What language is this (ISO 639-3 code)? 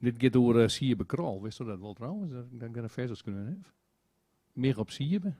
fry